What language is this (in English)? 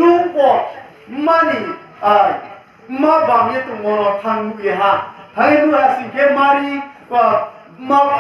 Riang (India)